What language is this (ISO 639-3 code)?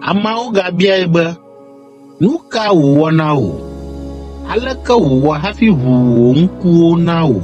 ewe